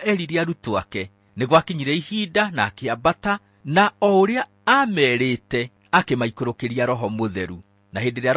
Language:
Kikuyu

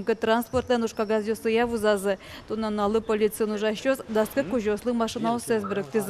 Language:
Udmurt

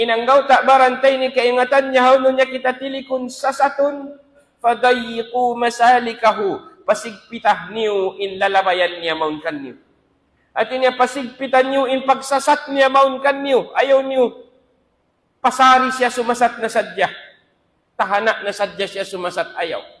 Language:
Tausug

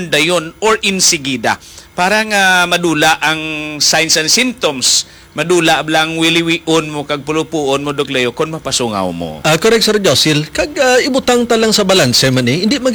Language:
Hiligaynon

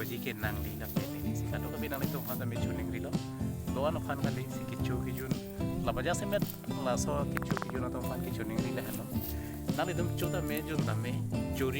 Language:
Karbi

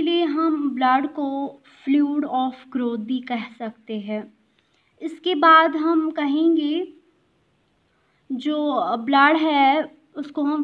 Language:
Hindi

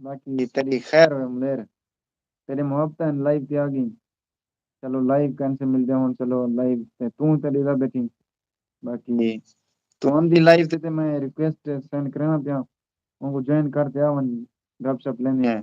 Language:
Saraiki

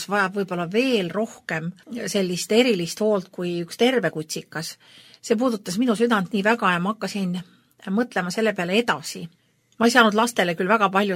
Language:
Estonian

